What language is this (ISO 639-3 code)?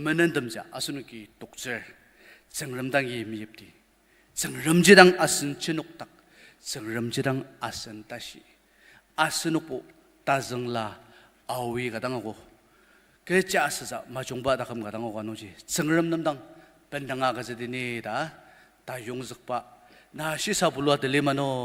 njo